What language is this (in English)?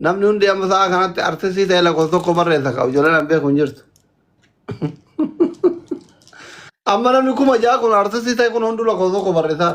Oromo